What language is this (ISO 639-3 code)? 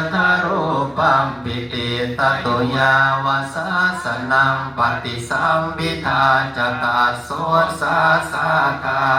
pli